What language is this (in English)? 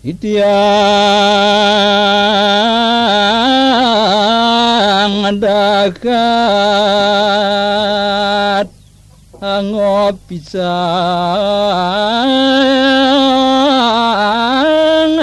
Balinese